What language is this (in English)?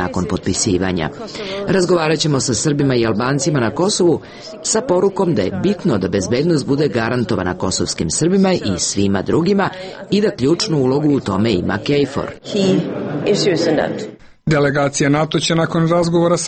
Serbian